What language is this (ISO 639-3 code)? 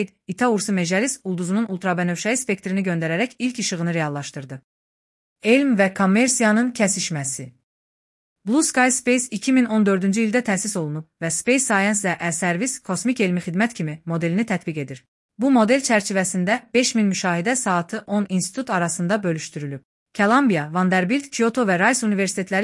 aze